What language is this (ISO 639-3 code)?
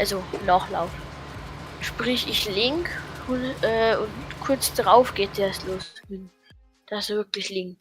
bar